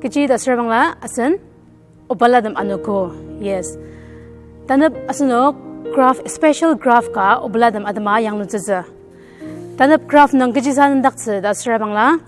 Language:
Ao Naga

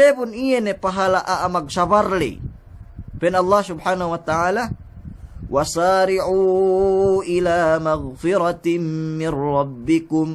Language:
Yakan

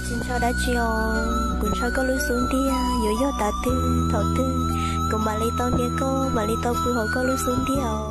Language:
Hmong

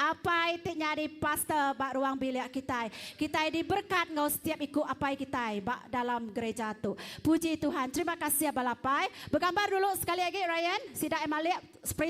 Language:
Iban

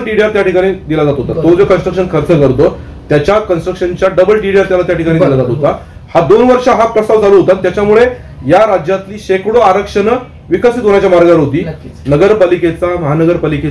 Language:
Marathi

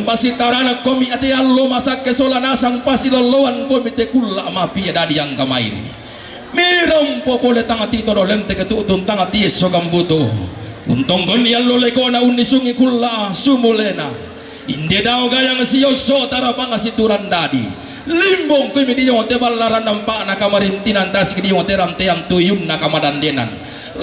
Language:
Toraja-Sa'dan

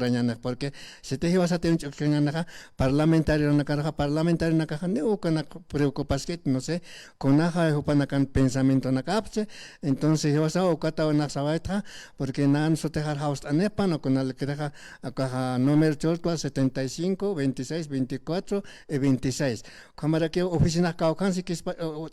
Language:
Aymara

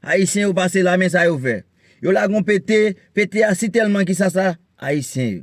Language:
Haitian Creole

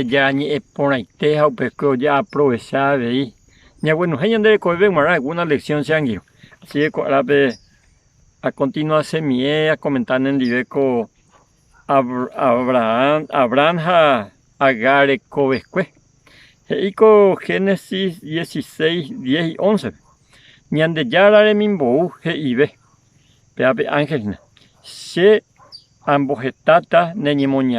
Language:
Guarani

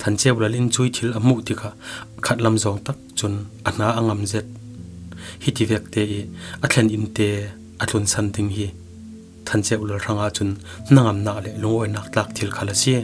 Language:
Falam Chin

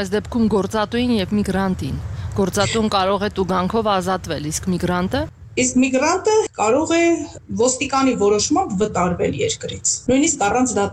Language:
Armenian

